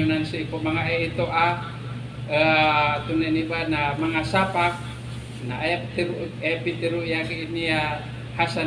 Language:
Maranao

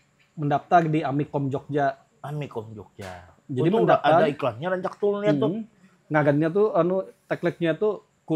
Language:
Banjar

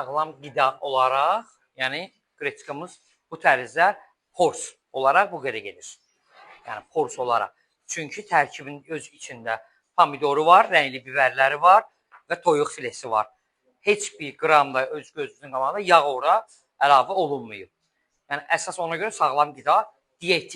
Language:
Azerbaijani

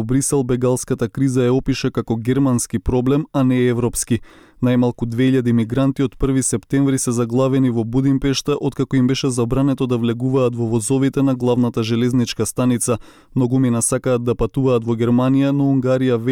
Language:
Macedonian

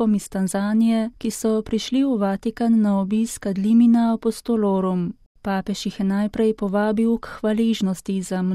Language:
Slovenian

